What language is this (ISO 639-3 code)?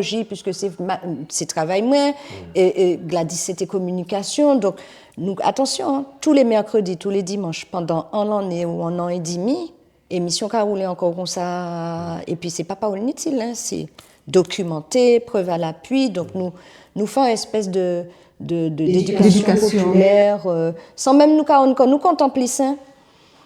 gcf